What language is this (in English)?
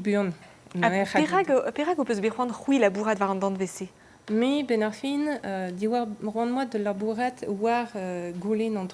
Breton